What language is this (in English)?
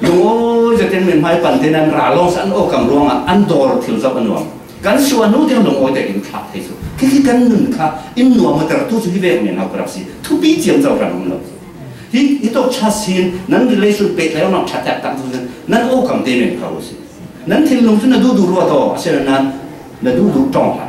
Falam Chin